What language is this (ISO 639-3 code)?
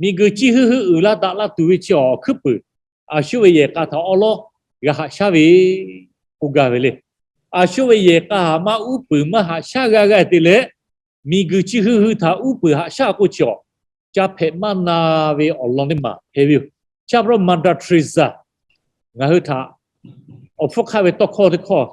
lhu